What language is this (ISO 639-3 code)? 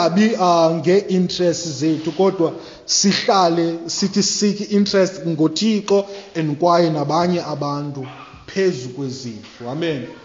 xho